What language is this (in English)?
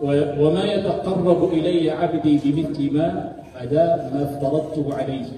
Maranao